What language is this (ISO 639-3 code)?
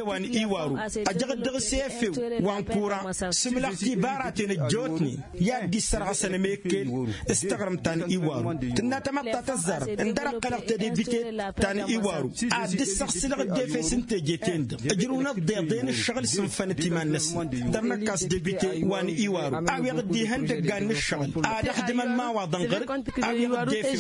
taq